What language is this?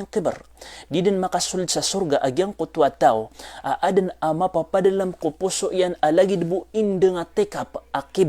Maranao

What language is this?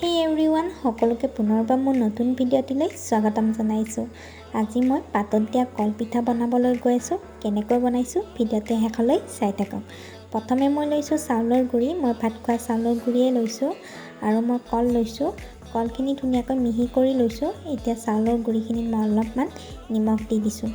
Assamese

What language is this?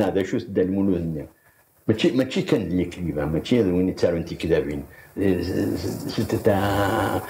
Kabyle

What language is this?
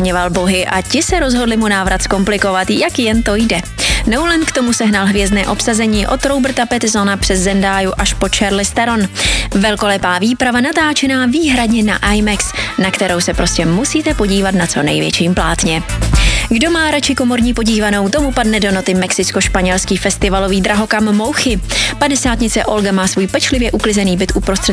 Czech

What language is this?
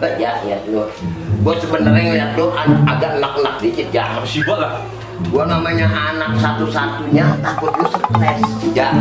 Betawi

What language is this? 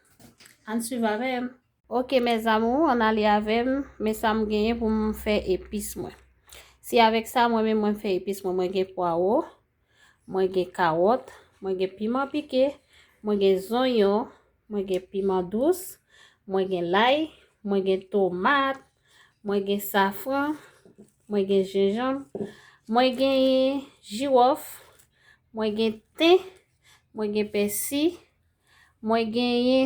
Haitian Creole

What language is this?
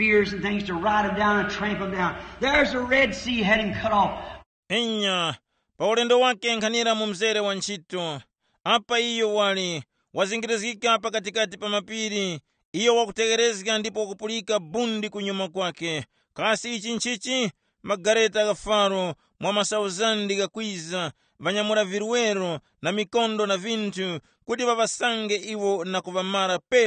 Tumbuka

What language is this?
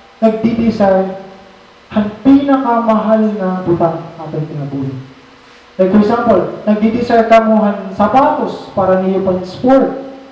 Waray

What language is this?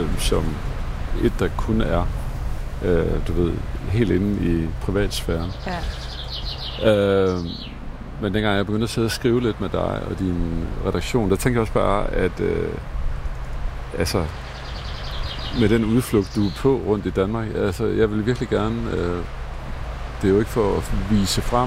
Danish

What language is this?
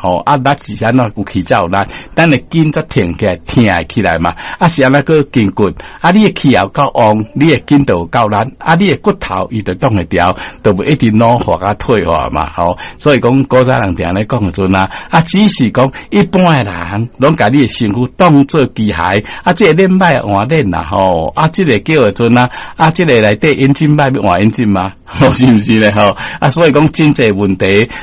Min Nan Chinese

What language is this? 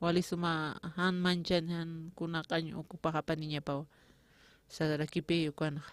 Aymara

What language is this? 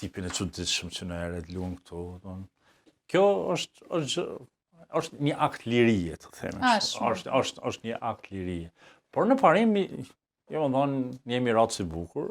Albanian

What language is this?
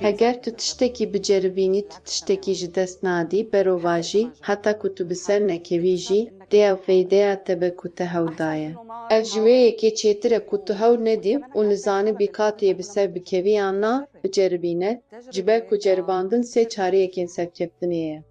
Kurdish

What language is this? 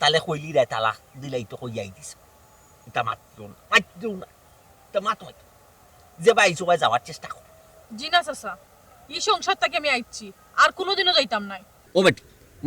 Sylheti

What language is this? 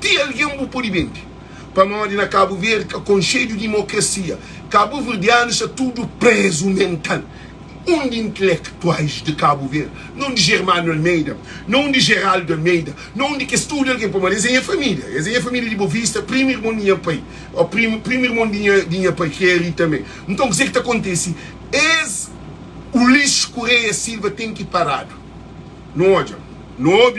Kabuverdianu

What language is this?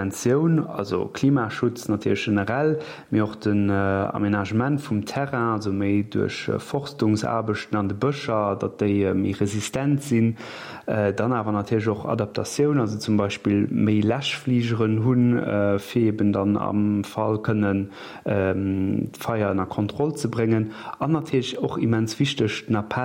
Luxembourgish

